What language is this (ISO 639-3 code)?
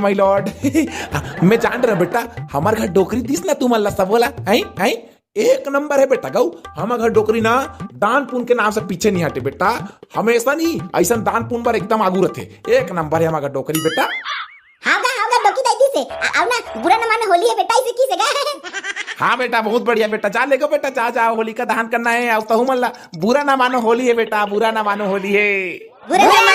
hne